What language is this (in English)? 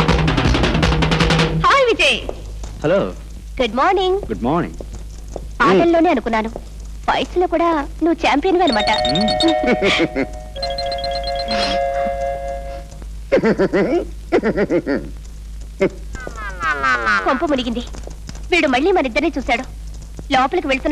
Telugu